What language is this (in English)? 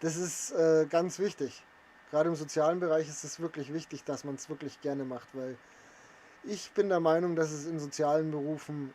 Bavarian